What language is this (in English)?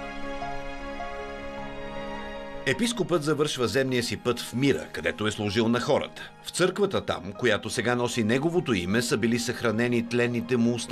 Bulgarian